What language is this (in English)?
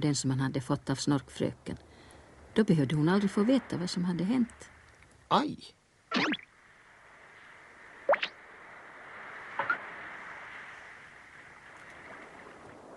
Swedish